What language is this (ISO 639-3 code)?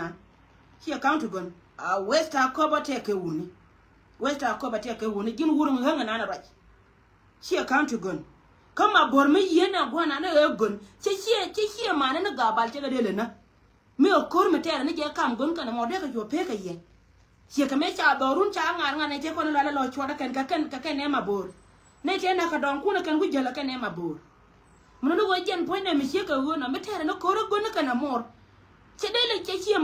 nus